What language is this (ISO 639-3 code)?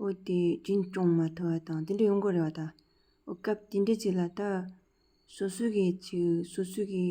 bod